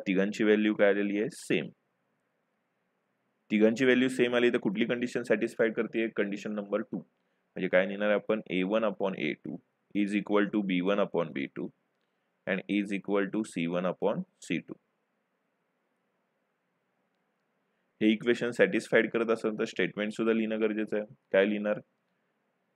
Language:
Marathi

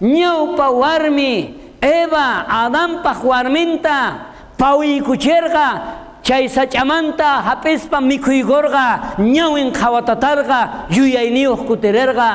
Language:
South Bolivian Quechua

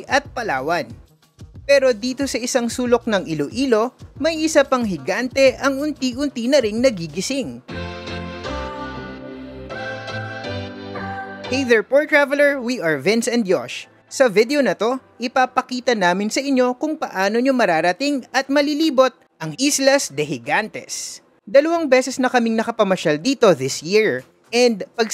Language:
Filipino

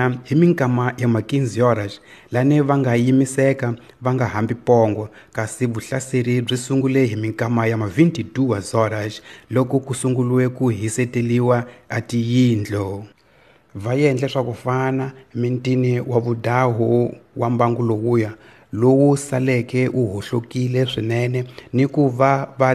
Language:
Tsonga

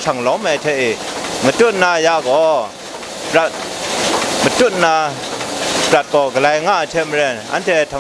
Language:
Kachin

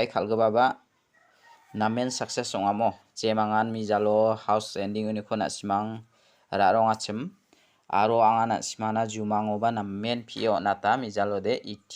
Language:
Garo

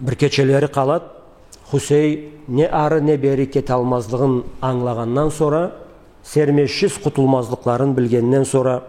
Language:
Karachay-Balkar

